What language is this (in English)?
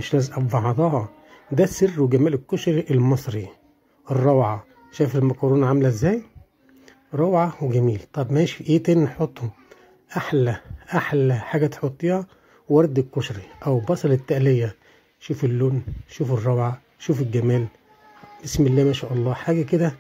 Egyptian Arabic